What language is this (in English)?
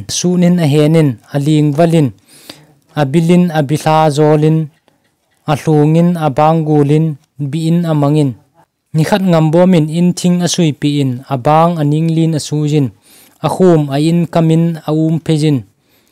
Thado Chin